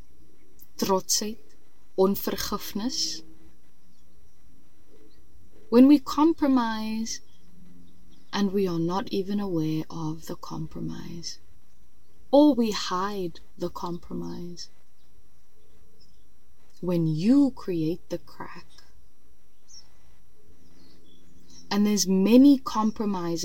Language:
Afrikaans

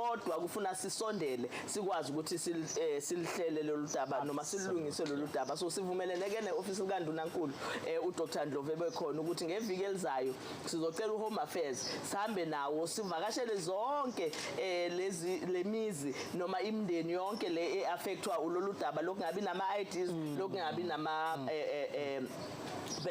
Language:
Zulu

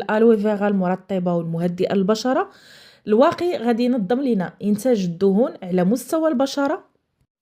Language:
Moroccan Arabic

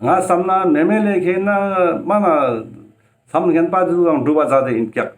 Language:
Ladakhi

